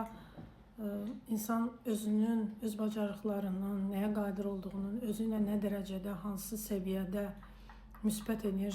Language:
Azerbaijani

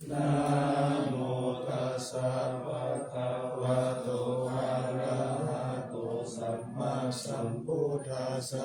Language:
Pali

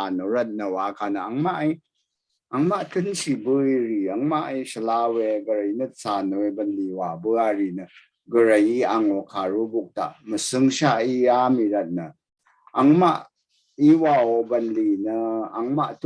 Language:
Rawang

